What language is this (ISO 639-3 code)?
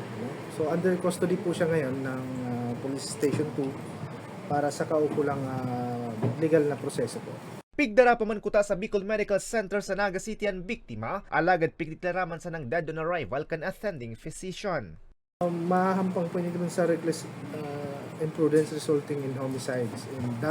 bik